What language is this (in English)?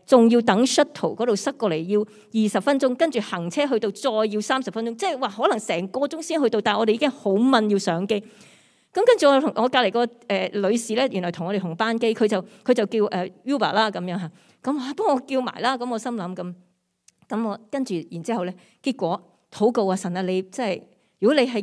Cantonese